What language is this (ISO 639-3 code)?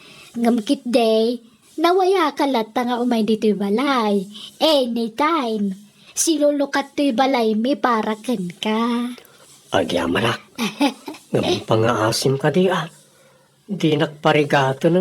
ilo